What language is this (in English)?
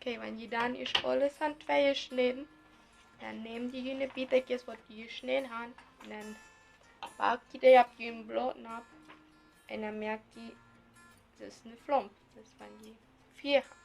Plautdietsch